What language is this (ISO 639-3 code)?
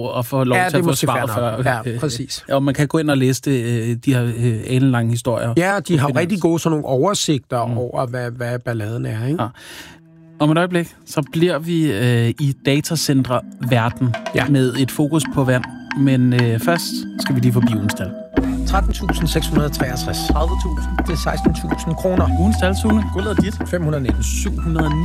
dan